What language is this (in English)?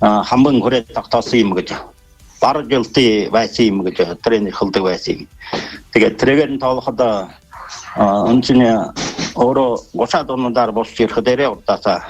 Buriat